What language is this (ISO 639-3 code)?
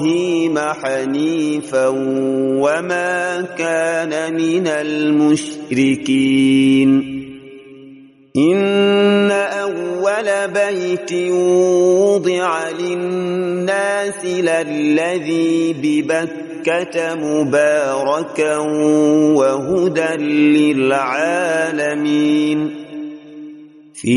ara